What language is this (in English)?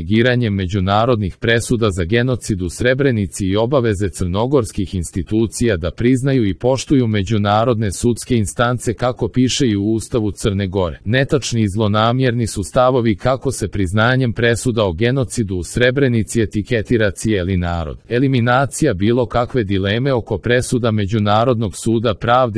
Croatian